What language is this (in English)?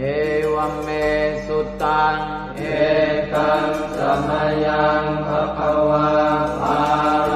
Pali